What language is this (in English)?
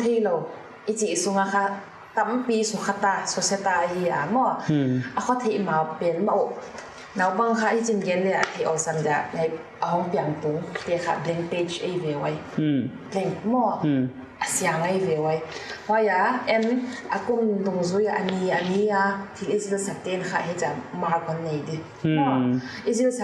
Paite Chin